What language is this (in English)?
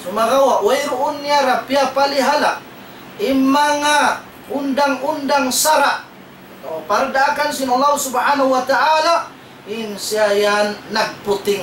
Tausug